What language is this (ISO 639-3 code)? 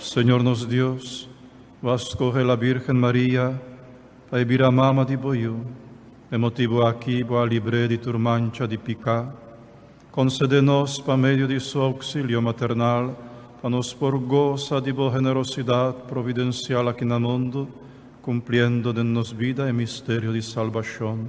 pap